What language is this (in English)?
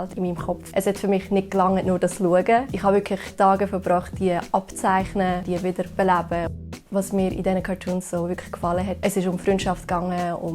Swiss German